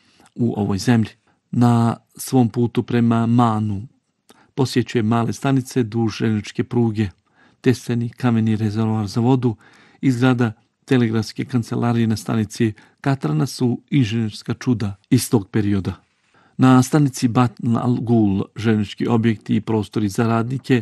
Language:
Bosnian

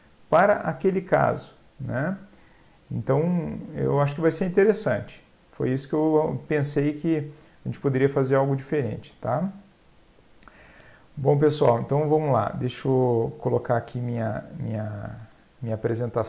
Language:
Portuguese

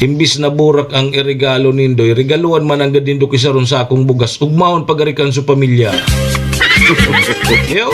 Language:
Bikol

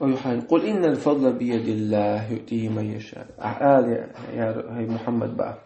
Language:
Chechen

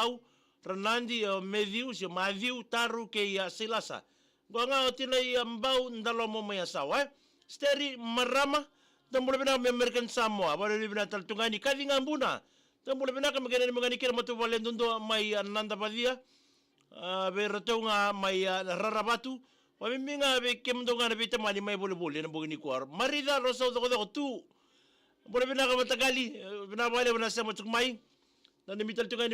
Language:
Fijian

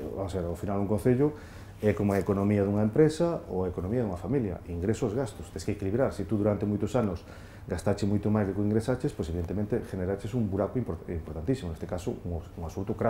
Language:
Galician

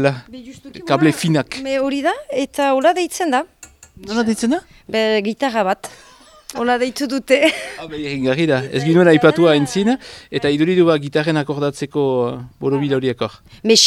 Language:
Basque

